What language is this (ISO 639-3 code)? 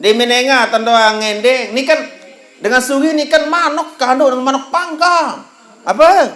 sas